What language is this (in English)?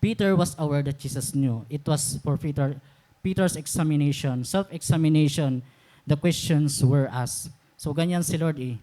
Waray